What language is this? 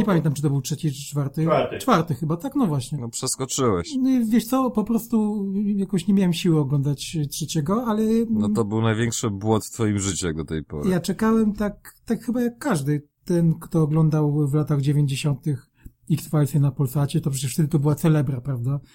Polish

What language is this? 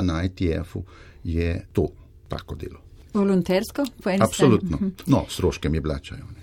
Slovenian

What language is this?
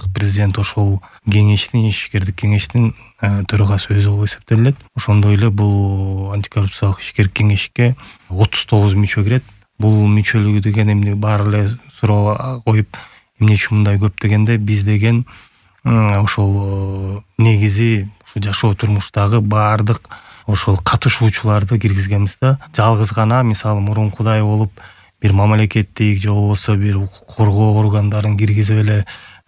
Kyrgyz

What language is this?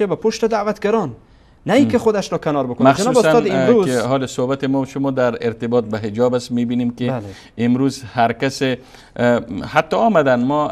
Persian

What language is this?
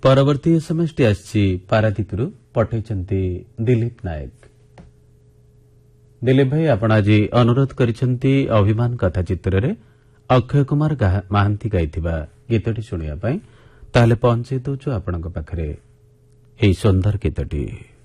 Odia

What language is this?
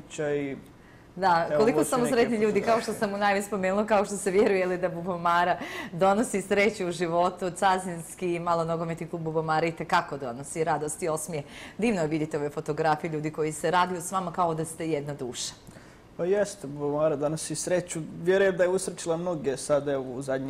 Bosnian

